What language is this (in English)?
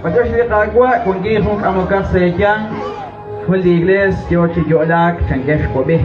Kekchí